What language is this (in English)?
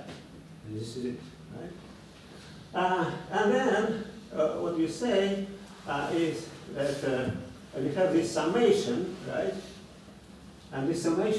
English